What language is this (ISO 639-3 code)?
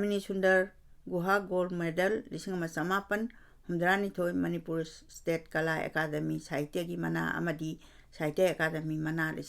mni